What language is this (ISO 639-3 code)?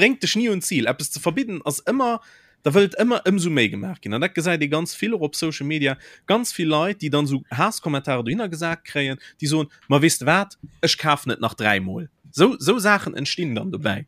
ltz